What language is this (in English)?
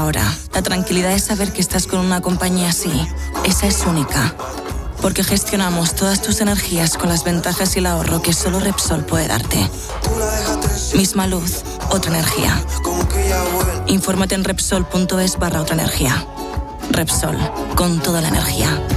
Spanish